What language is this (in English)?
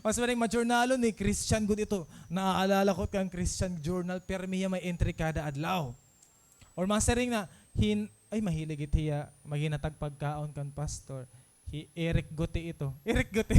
Waray